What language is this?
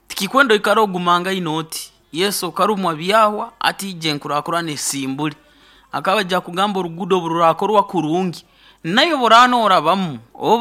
Nyoro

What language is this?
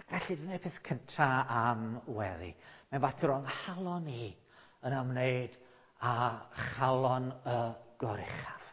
Welsh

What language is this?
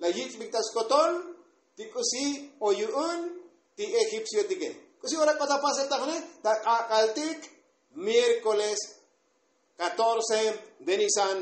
Tzotzil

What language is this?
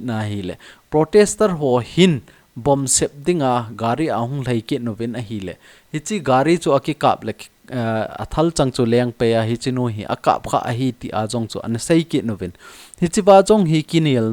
Thado Chin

